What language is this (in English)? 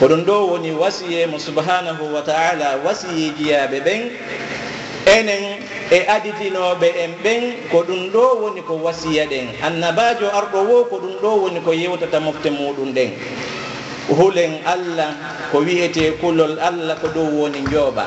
Fula